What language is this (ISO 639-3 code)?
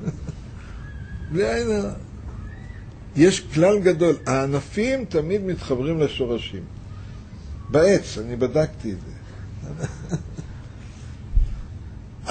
heb